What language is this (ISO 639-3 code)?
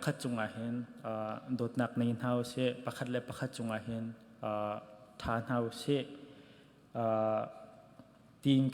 cnh